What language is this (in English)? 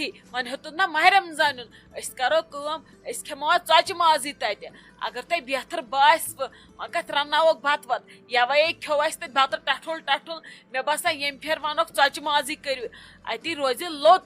Kashmiri